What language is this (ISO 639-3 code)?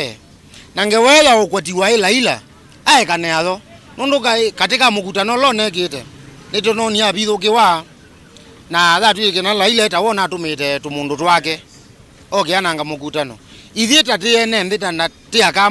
kam